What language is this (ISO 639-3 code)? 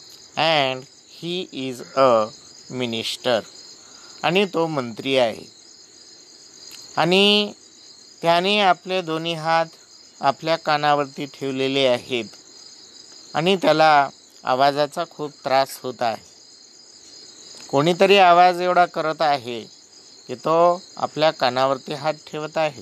mar